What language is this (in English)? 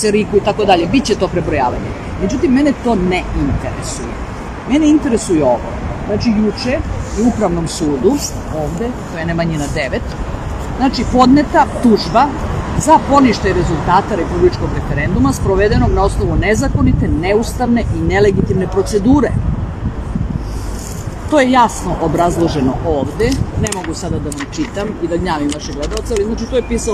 Serbian